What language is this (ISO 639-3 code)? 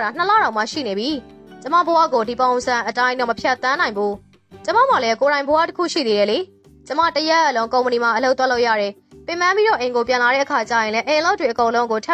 mya